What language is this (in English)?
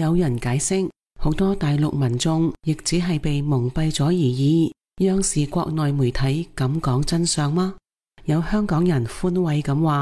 Cantonese